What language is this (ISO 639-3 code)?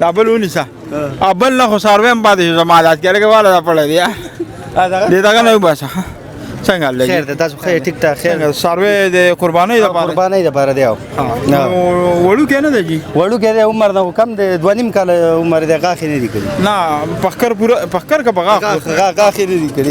pus